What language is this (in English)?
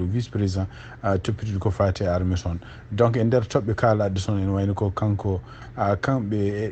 Fula